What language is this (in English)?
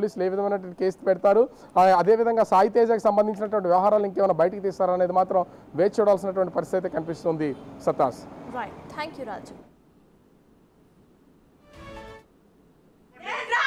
Telugu